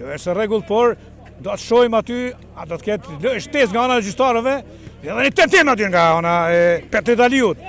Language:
Albanian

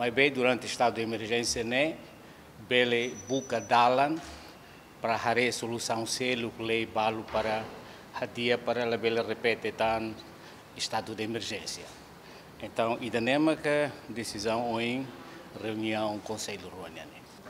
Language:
Tetum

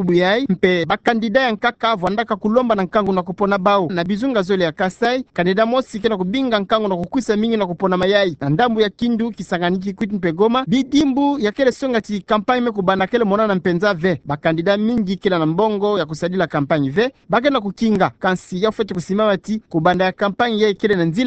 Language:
Kituba (Democratic Republic of Congo)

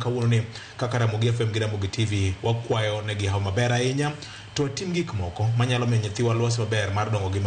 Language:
Luo (Kenya and Tanzania)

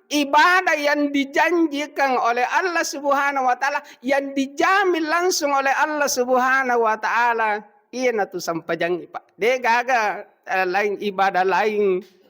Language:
Buginese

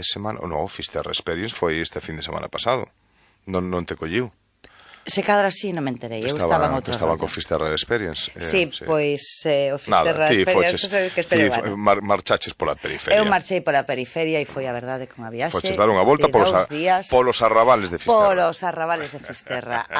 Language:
Galician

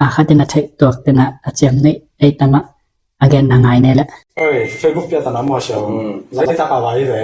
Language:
Tedim Chin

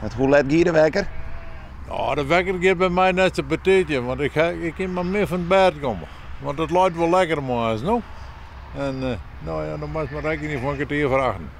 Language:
Western Frisian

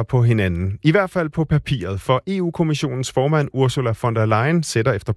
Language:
Danish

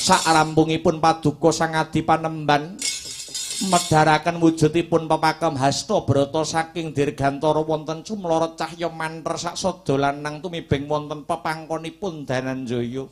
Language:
Javanese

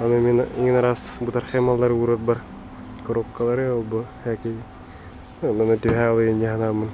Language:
Yakut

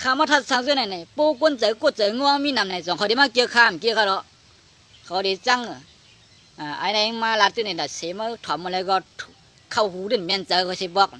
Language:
Shan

